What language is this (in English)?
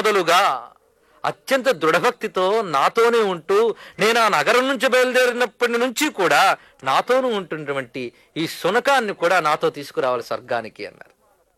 Telugu